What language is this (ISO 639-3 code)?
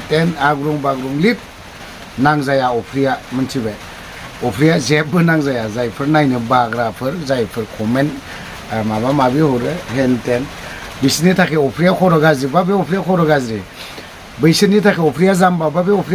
brx